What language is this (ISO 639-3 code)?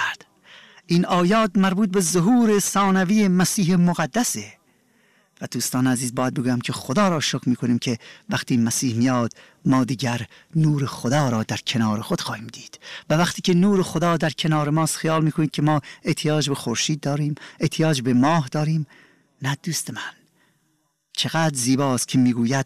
fas